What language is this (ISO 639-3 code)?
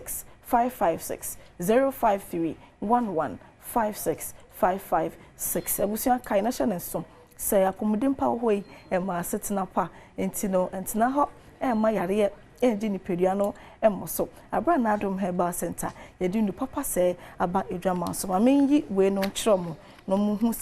aka